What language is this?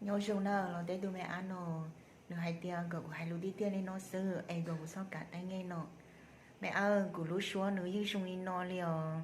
Hmong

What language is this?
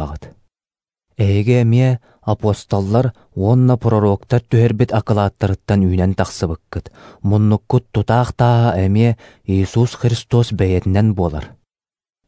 Yakut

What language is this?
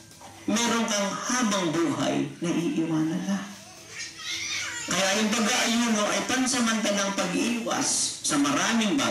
Filipino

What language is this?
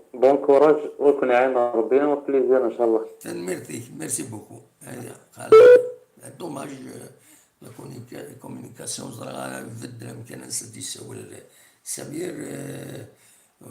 Kabyle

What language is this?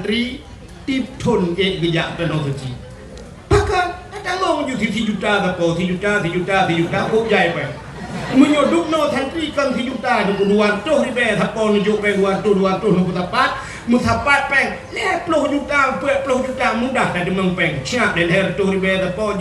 Achinese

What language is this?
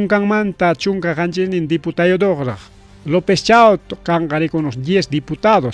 Ayacucho Quechua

